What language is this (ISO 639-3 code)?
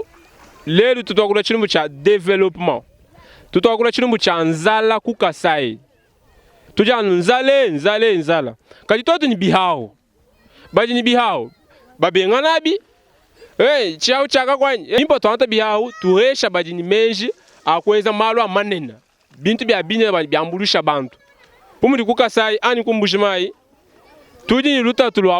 lua